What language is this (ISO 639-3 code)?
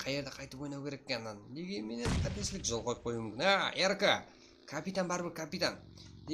kaa